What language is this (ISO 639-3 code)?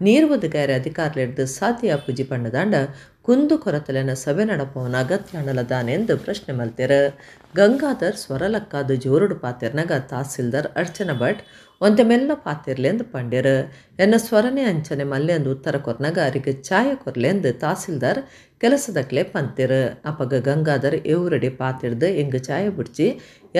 tcy